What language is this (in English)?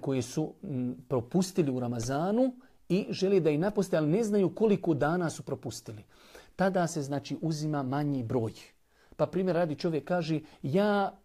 Bosnian